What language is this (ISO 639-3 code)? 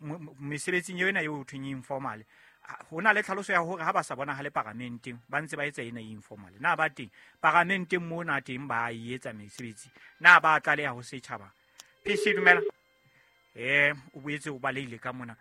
sot